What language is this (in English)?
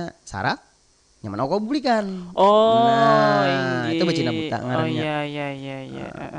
Banjar